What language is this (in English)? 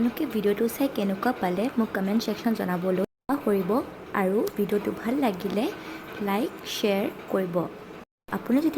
Assamese